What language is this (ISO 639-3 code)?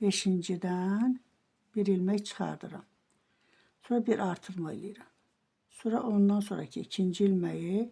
aze